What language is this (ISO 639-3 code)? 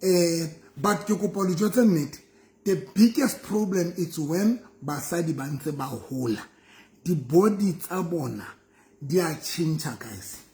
sot